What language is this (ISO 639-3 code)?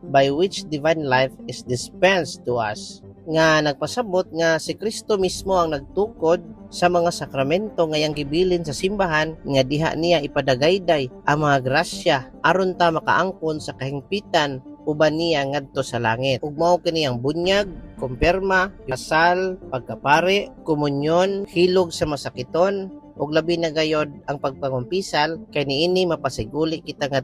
ceb